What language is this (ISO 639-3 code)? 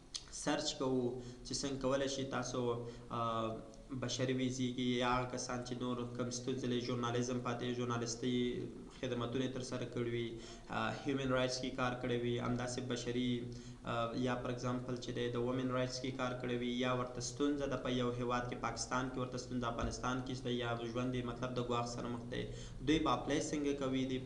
pus